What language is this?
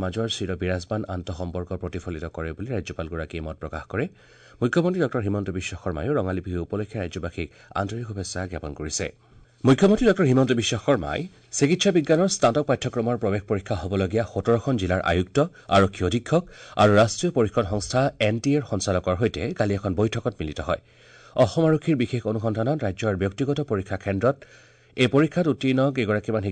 Assamese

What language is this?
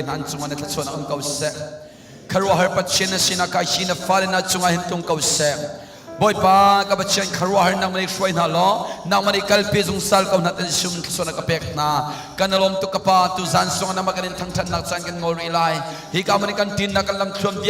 Hakha Chin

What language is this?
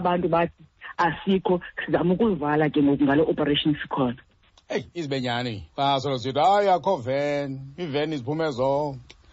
Xhosa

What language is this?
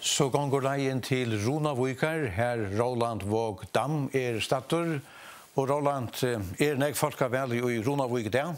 Faroese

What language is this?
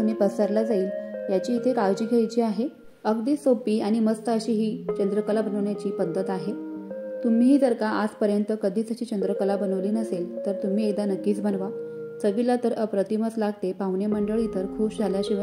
Marathi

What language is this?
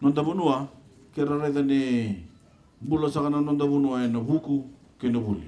Fijian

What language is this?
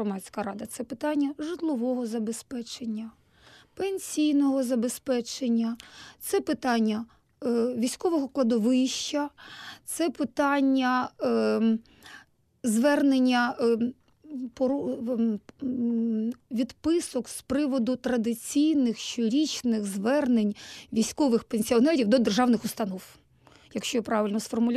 Ukrainian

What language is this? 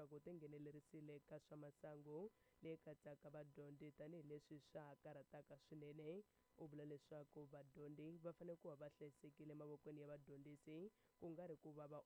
Tsonga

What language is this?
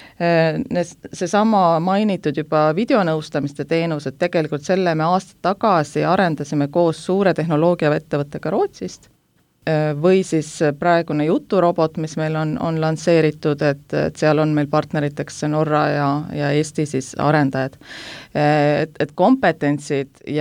Estonian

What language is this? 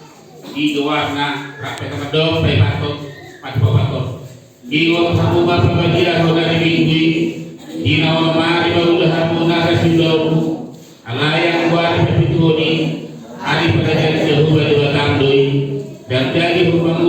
Batak Toba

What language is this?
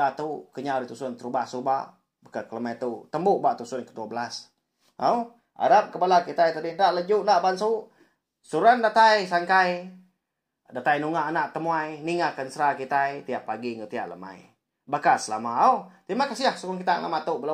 Iban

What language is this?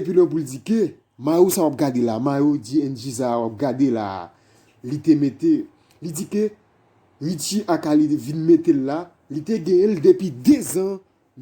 Haitian Creole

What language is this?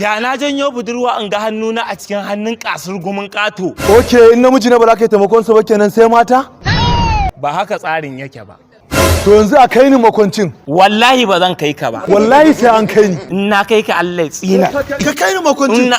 Hausa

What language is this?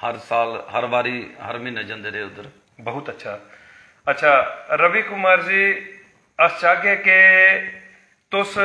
Dogri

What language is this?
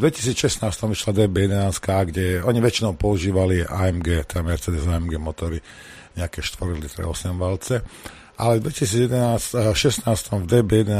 Slovak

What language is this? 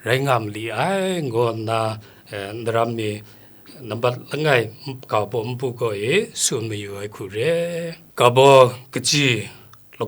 Kachin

